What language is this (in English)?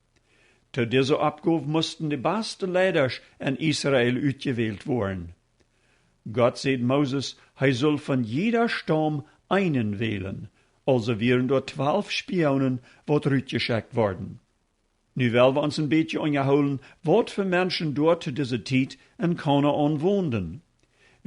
Plautdietsch